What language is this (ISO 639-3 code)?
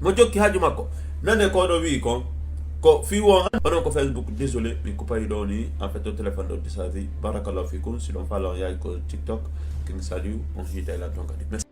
ful